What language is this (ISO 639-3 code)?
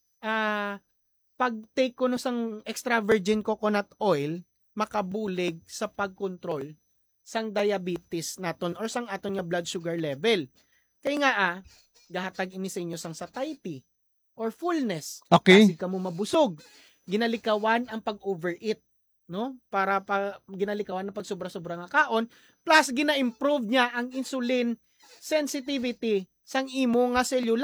hil